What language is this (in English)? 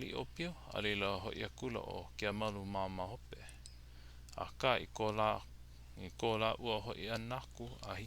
Hawaiian